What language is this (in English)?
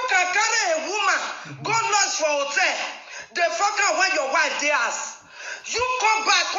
Nigerian Pidgin